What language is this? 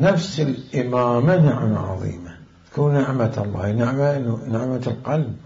Mesopotamian Arabic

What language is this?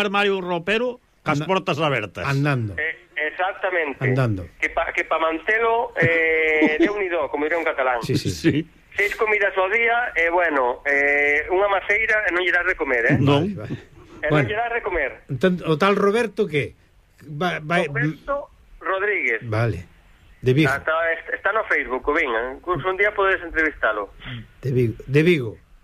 Galician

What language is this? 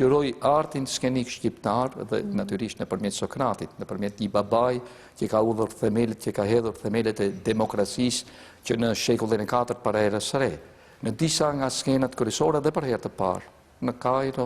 Albanian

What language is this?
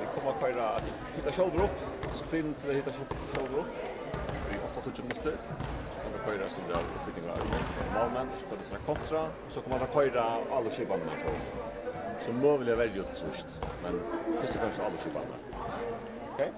Faroese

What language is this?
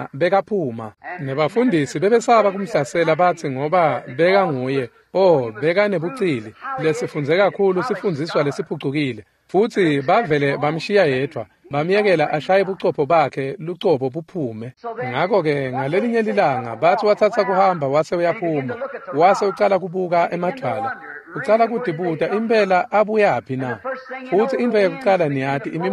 Swati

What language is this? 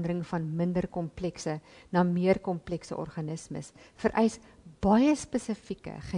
Afrikaans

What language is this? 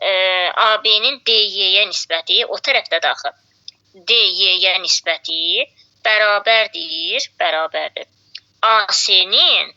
Azerbaijani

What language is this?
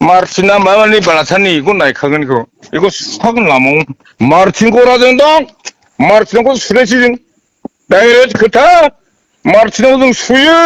Bodo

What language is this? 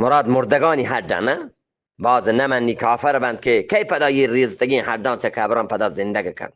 Eastern Balochi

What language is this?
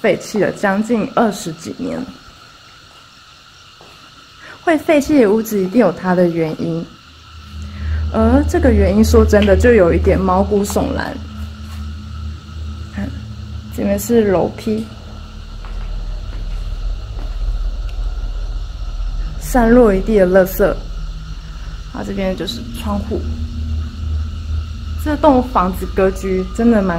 Chinese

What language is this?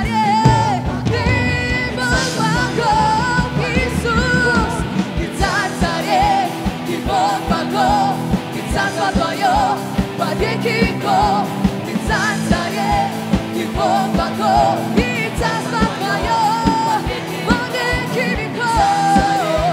Russian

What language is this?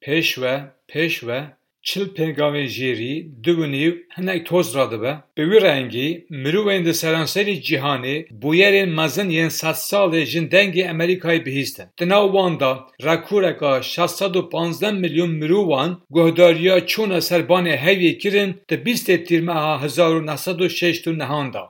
Kurdish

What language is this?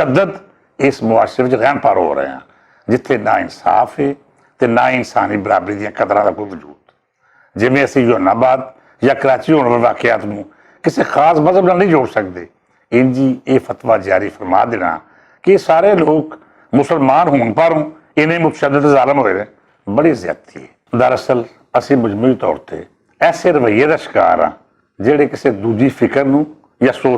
Western Panjabi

